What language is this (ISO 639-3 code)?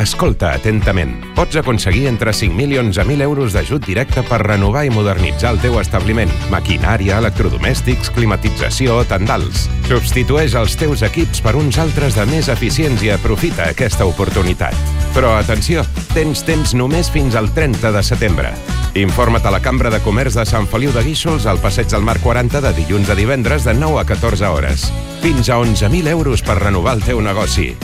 cat